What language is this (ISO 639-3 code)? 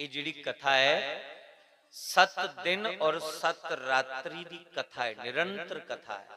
doi